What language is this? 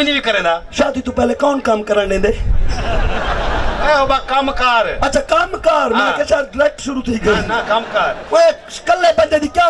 Saraiki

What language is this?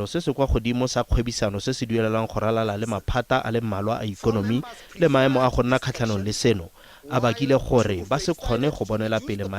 Tswana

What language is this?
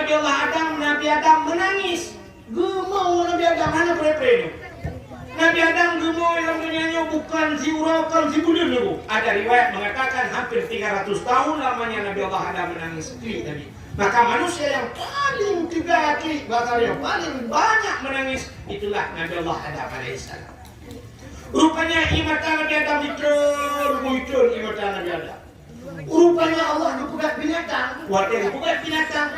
Achinese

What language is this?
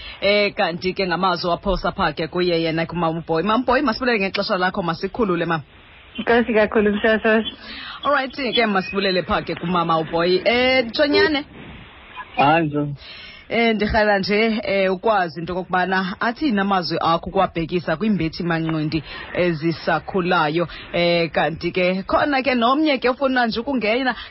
Xhosa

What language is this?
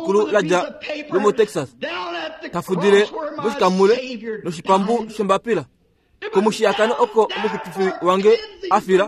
Kuanyama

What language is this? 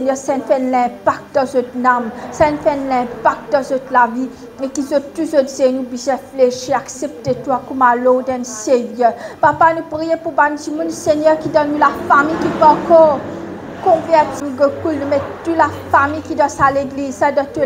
Morisyen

